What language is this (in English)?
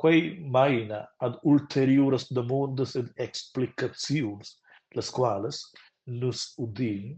Romansh